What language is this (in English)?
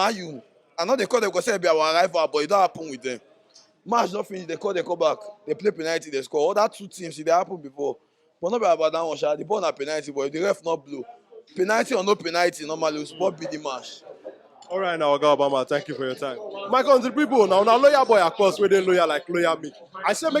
Nigerian Pidgin